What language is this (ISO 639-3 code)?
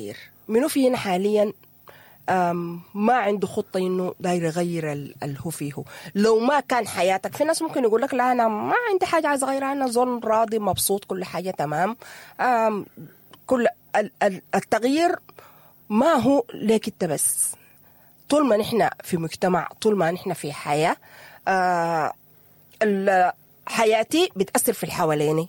apd